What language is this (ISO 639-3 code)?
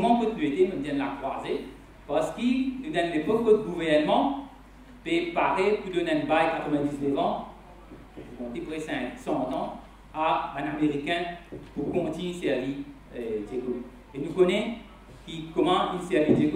mfe